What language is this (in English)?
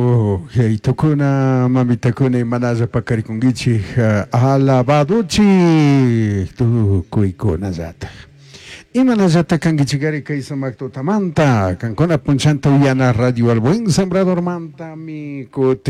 Chimborazo Highland Quichua